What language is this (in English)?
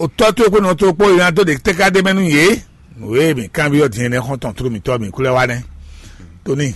Fon